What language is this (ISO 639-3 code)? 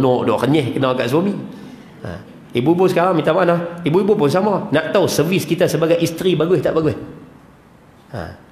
msa